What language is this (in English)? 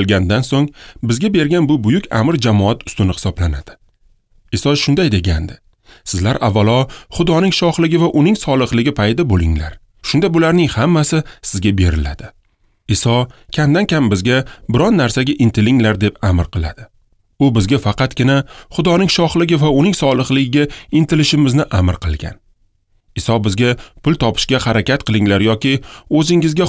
Uzbek